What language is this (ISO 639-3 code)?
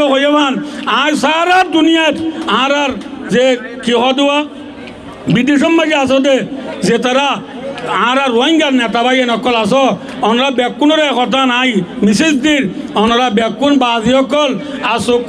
rhg